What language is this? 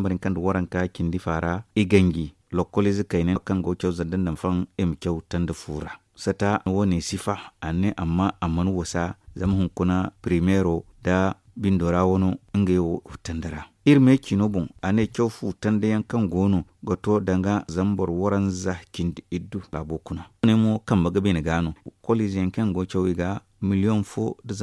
Zarma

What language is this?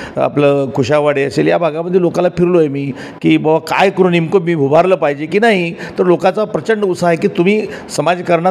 Marathi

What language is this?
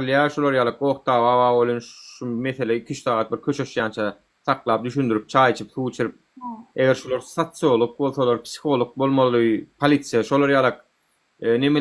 Turkmen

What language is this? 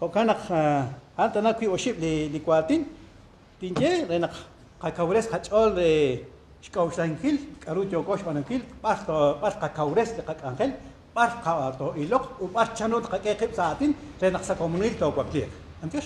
Kekchí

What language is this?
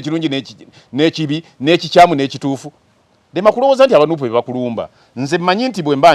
Ganda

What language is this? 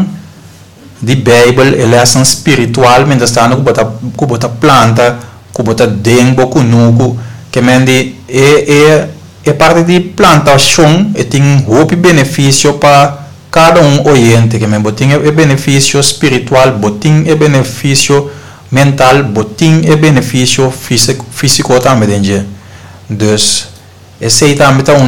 Papiamento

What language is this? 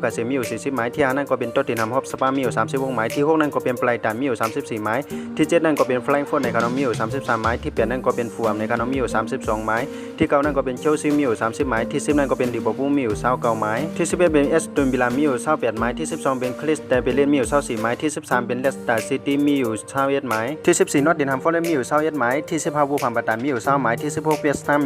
Shan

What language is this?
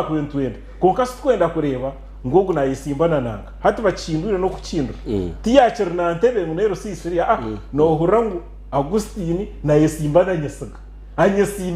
Nyankole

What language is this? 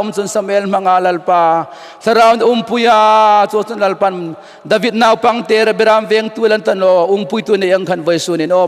Hmar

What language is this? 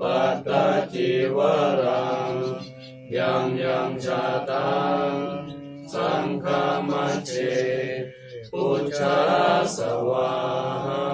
Pali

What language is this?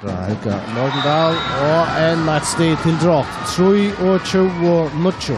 Faroese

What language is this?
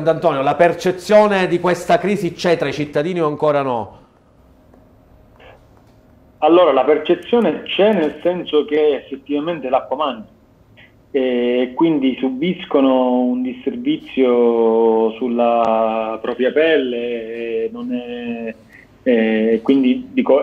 Italian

